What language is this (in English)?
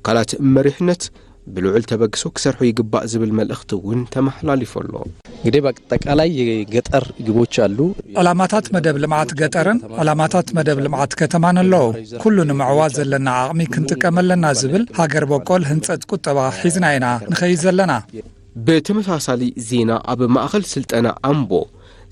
Tigrinya